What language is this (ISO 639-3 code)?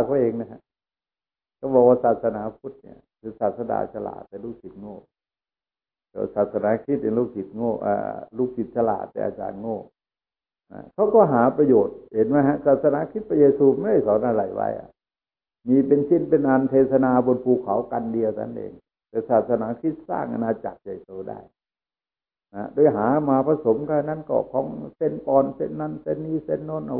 tha